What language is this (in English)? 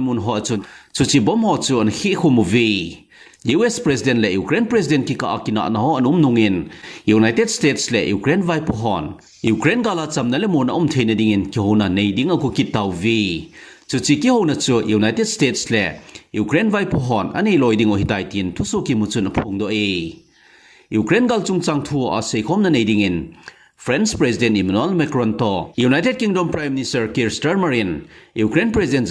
Thado Chin